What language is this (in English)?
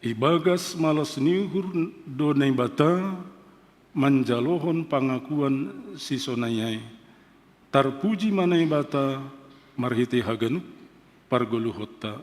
Batak Simalungun